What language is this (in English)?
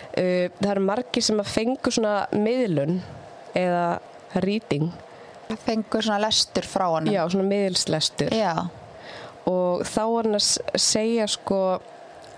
Icelandic